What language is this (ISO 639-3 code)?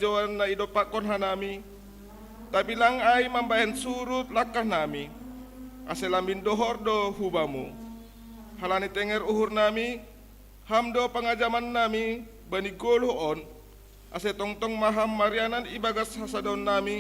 bts